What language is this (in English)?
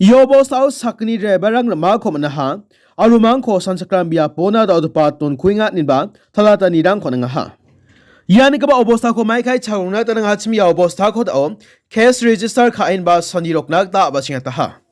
Garo